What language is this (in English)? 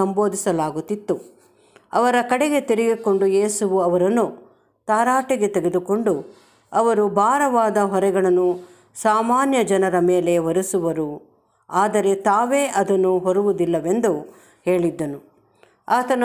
Kannada